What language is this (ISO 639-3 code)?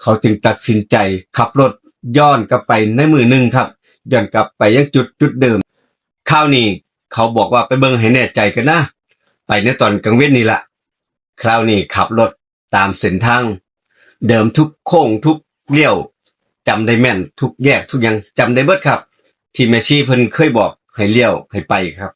tts